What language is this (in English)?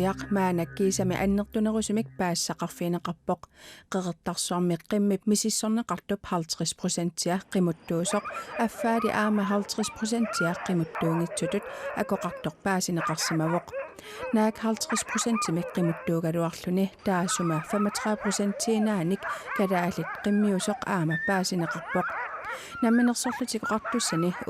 Kalaallisut